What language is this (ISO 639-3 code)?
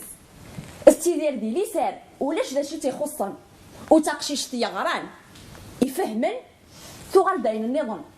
kab